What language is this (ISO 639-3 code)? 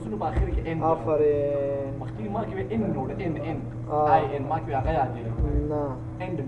pus